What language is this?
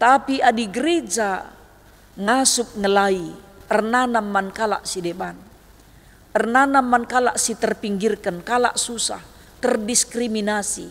Batak Karo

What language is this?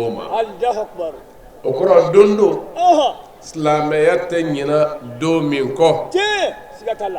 Bambara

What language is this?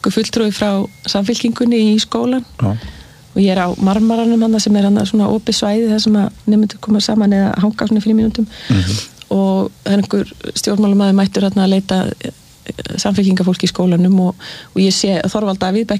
Icelandic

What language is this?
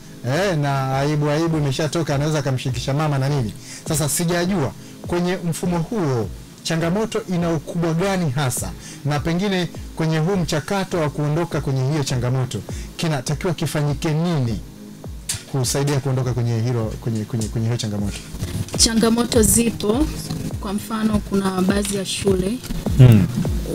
Swahili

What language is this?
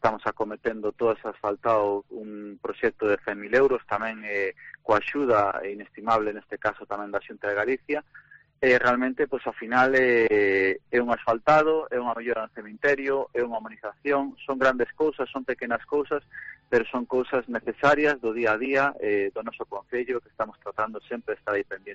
Galician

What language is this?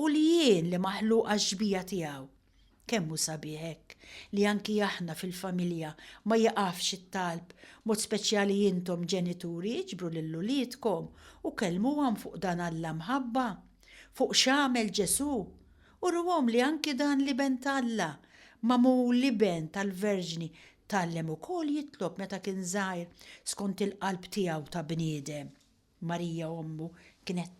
Maltese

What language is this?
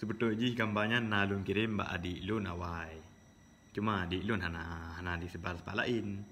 Achinese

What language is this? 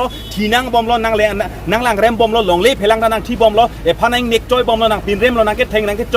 Karbi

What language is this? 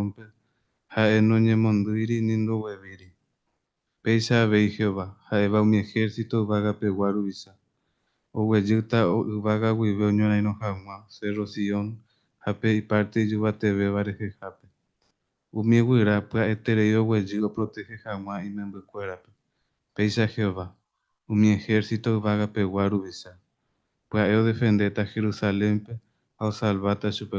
Guarani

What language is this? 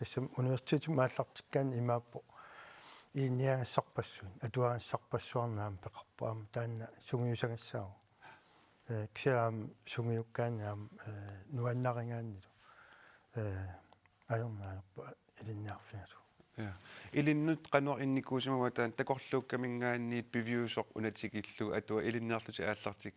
Kalaallisut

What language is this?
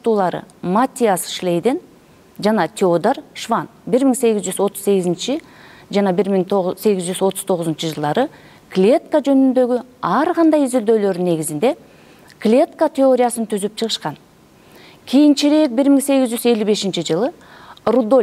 Kyrgyz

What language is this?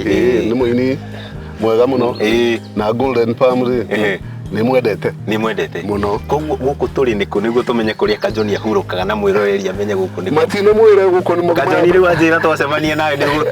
Kikuyu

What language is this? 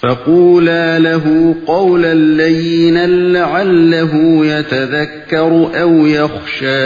Uyghur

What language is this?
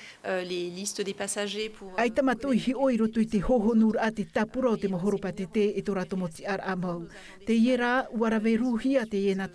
Tahitian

